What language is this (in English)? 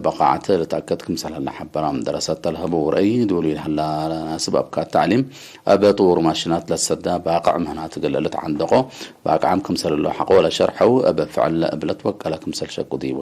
Tigre